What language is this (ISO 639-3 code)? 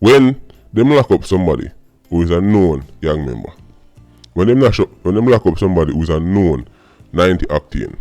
jam